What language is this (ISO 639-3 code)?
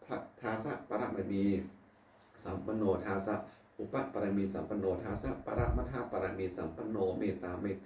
pli